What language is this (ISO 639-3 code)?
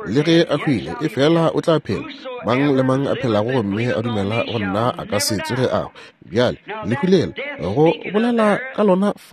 nso